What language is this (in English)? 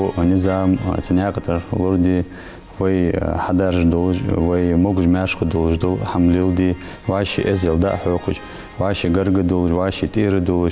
Ingush